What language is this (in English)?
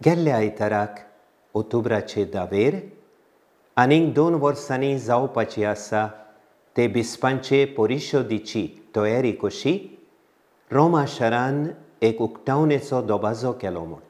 Konkani